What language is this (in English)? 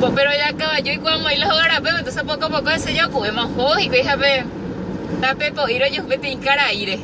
Guarani